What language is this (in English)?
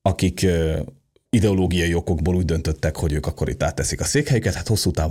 Hungarian